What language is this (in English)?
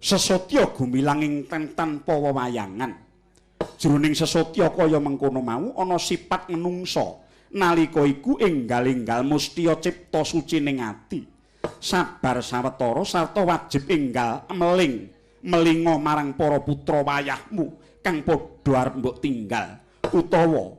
Javanese